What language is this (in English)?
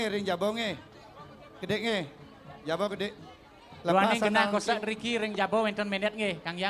Balinese